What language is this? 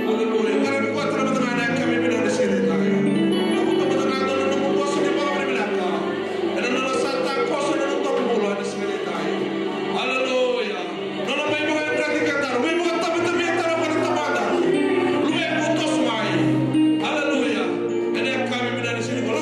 Fijian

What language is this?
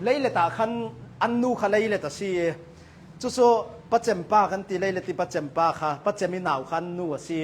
Hakha Chin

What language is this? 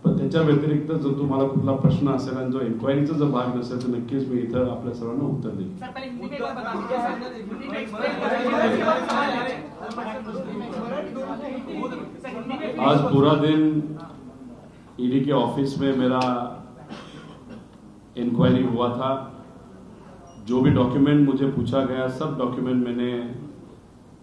Marathi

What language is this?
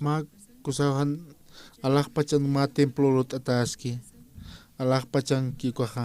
Aymara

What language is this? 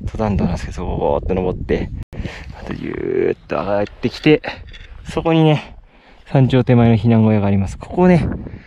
Japanese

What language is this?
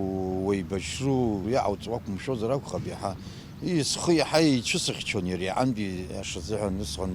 Abkhazian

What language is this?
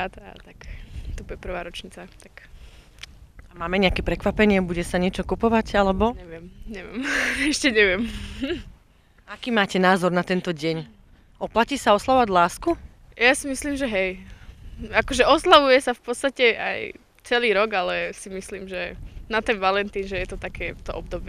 Slovak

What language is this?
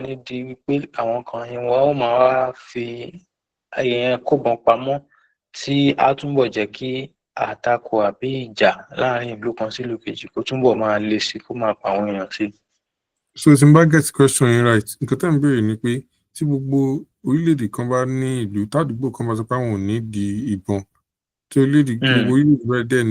Yoruba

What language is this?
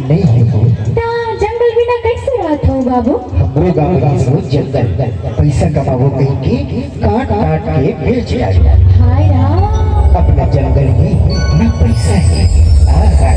Chhattisgarhi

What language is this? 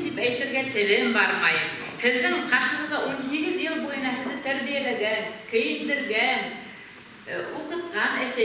Bashkir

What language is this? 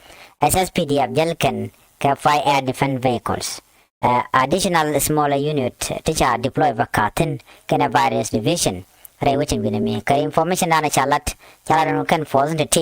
Nuer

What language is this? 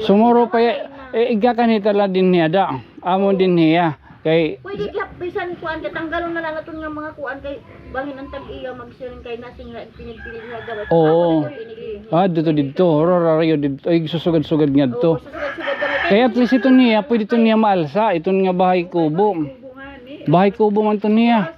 Waray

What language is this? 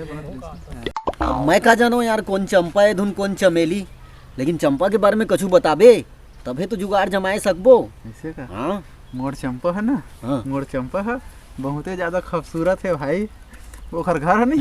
Chhattisgarhi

